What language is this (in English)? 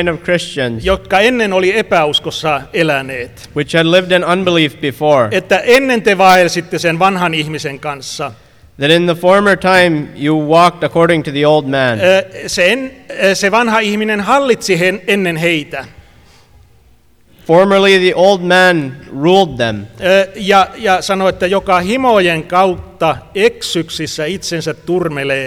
Finnish